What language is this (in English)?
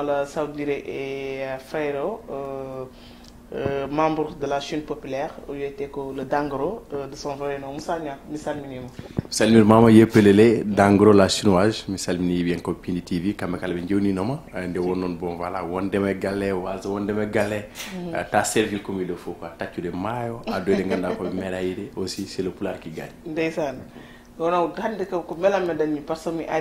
Fula